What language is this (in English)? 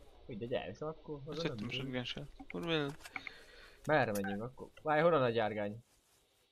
Hungarian